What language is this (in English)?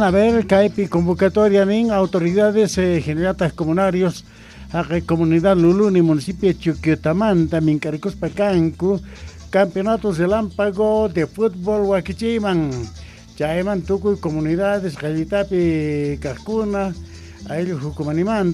Quechua